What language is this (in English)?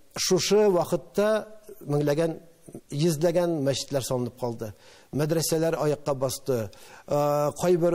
Tatar